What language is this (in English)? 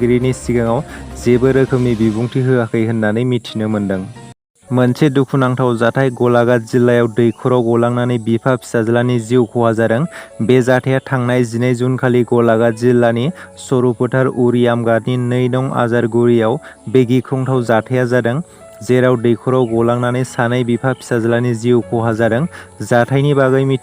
Bodo